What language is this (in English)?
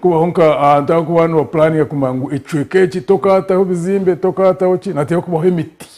Nyankole